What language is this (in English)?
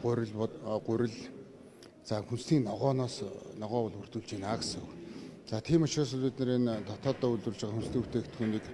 Mongolian